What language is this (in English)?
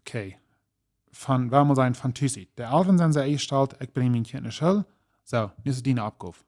Plautdietsch